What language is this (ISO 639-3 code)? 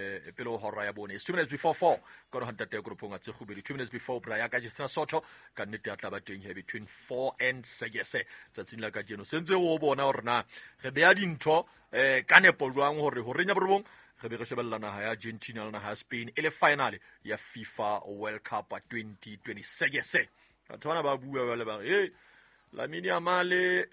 sot